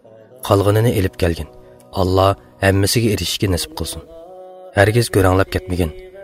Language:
Uyghur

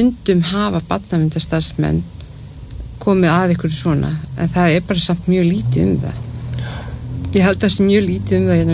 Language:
Icelandic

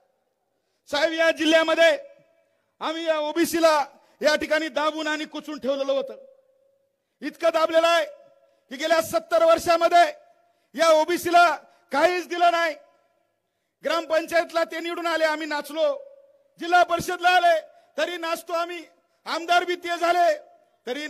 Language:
Marathi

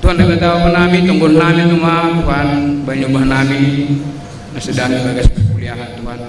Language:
Batak Simalungun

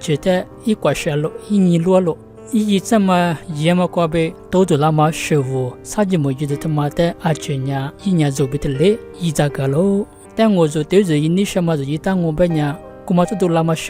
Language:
Lisu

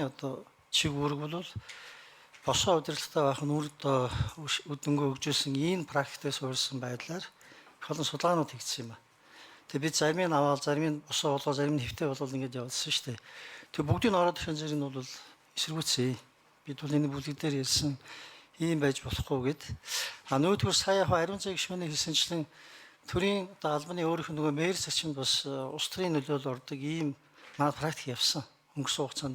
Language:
Mongolian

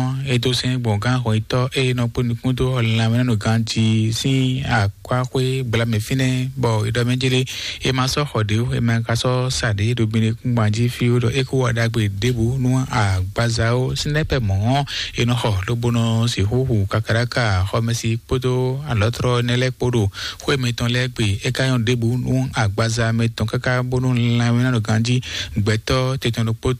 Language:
Fon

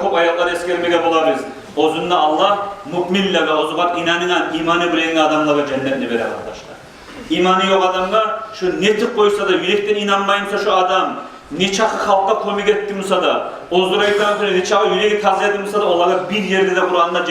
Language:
Kumyk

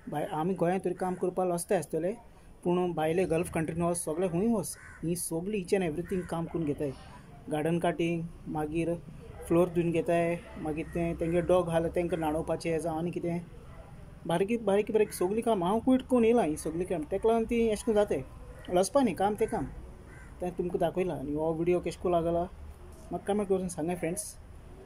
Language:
Konkani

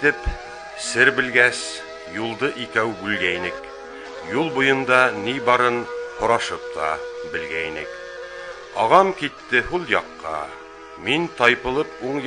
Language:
Bashkir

